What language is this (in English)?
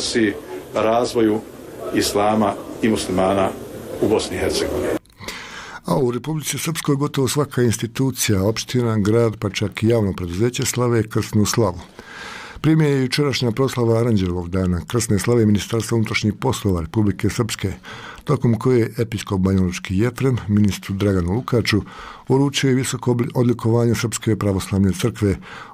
Bosnian